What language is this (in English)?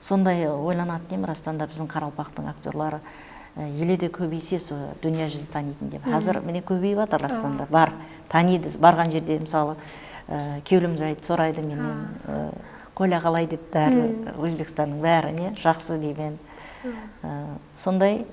Kara-Kalpak